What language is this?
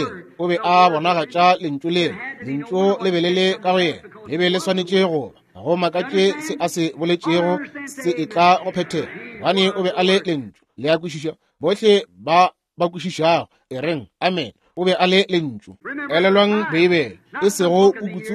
Northern Sotho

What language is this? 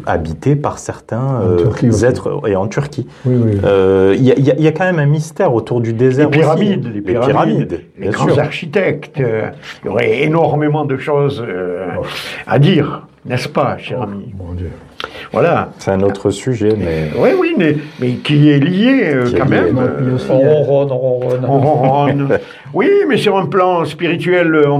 French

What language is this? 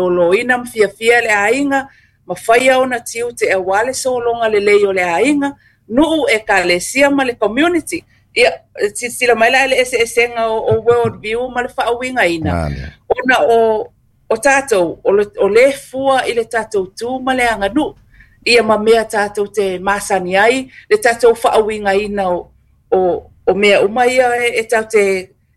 Samoan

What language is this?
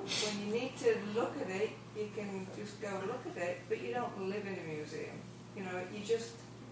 English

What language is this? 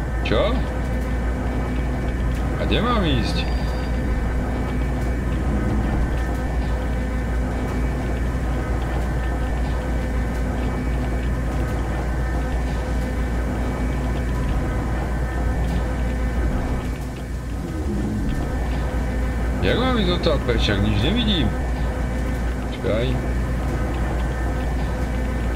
Slovak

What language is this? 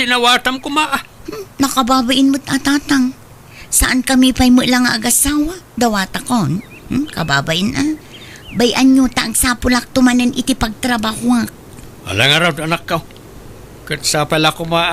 Iloko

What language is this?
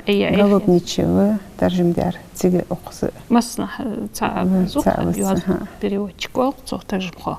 Ingush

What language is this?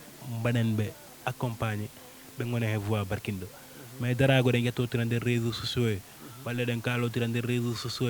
Fula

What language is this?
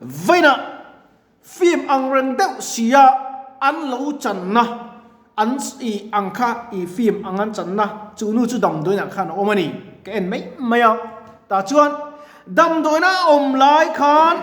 Mizo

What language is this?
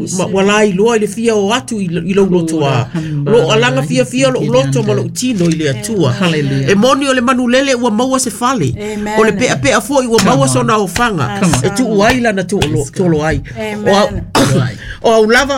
Samoan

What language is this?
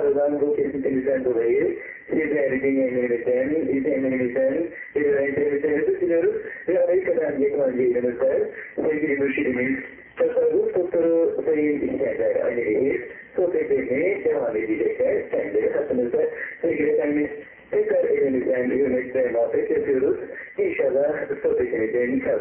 Turkish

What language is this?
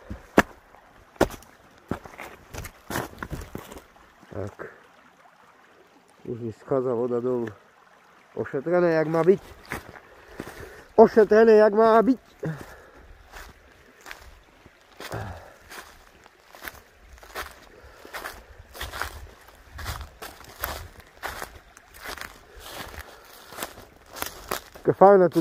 Slovak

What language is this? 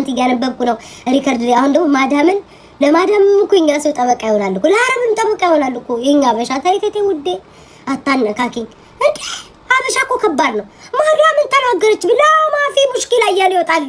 Amharic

